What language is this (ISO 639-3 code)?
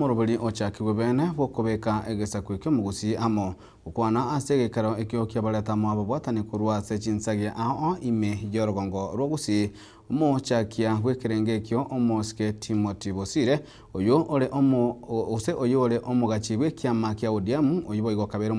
guz